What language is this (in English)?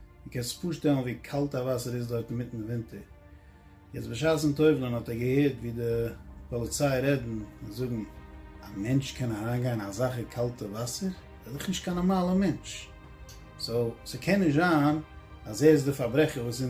Yiddish